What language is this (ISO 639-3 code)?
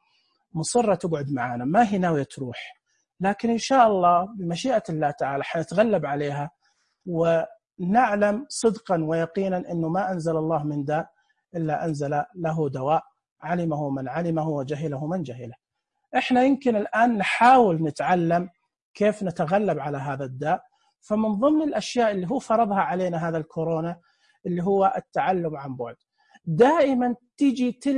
ars